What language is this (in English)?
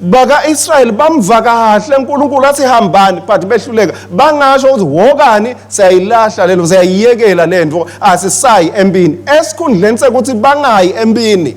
Swati